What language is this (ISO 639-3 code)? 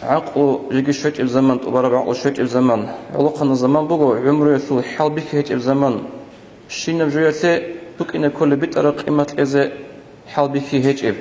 ava